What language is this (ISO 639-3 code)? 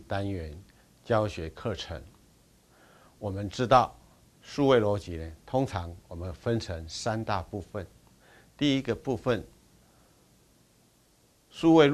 zho